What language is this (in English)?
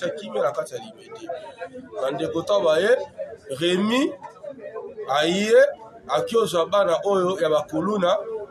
Lingala